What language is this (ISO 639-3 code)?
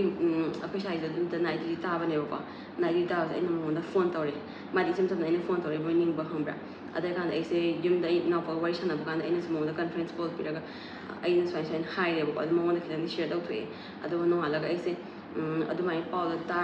mni